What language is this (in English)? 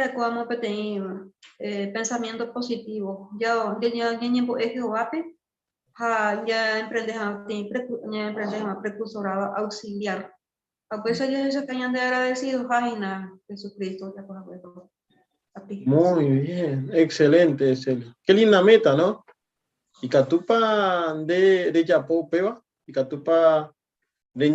Guarani